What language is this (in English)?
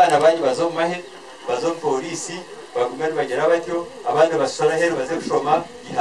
Nyankole